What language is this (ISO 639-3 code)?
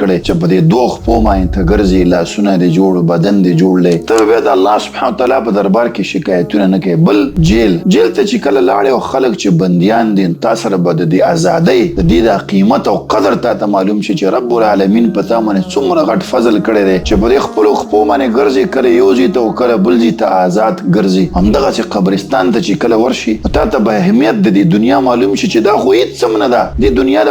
pus